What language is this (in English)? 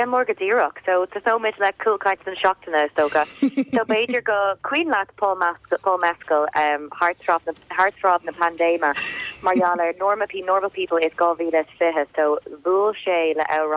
Irish